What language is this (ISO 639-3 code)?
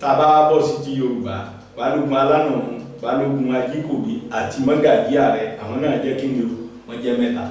yor